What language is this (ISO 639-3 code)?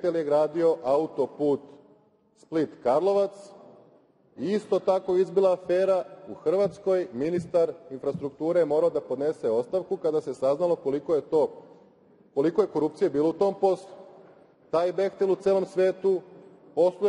srp